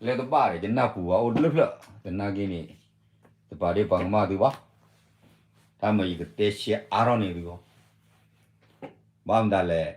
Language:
S'gaw Karen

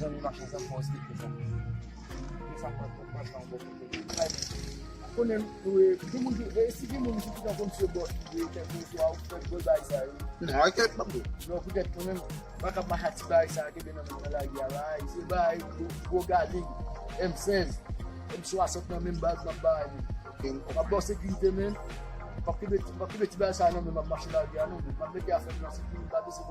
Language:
Haitian Creole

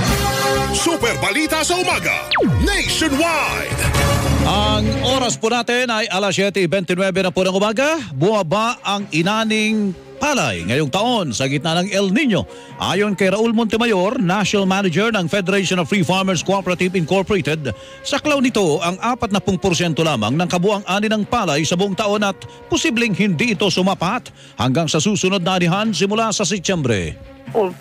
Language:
Filipino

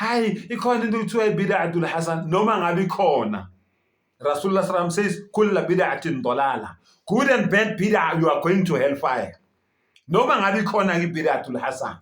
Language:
Zulu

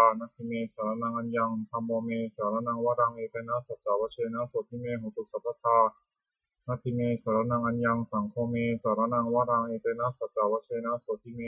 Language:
Pali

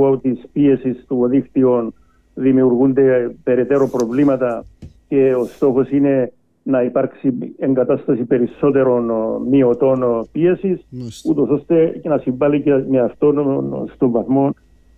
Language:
Greek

